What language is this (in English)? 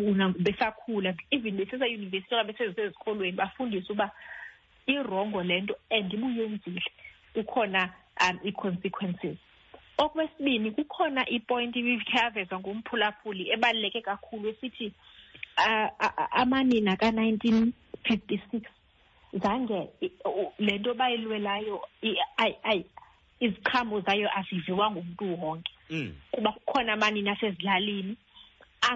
Xhosa